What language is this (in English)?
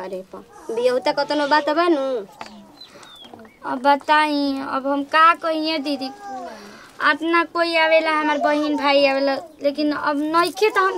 Bhojpuri